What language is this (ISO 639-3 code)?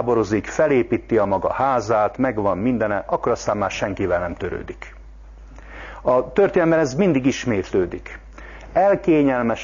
hun